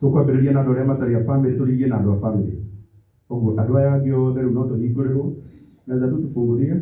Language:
Kikuyu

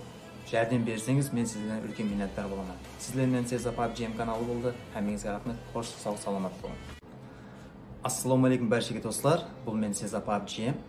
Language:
Kara-Kalpak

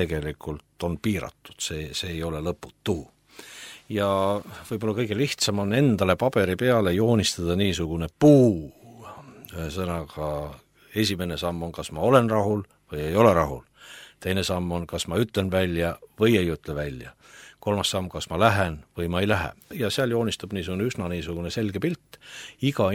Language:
Estonian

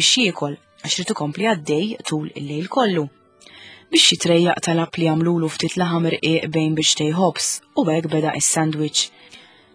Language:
Maltese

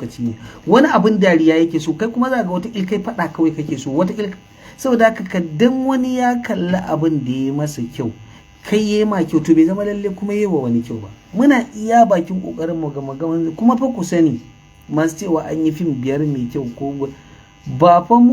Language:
Hausa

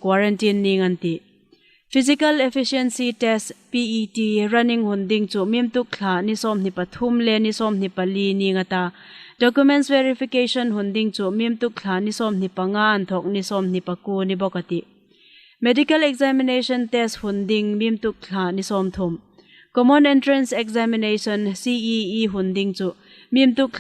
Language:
Hmar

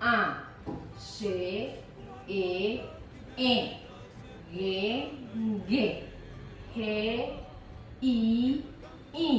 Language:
Guarani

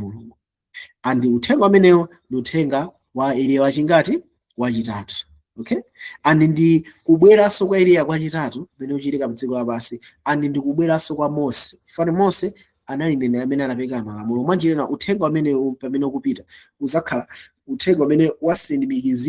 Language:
Nyanja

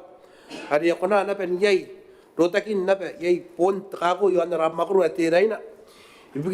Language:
Gilbertese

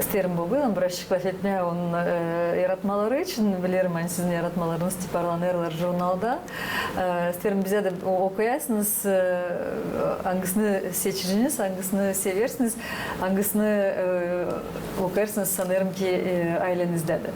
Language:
Gagauz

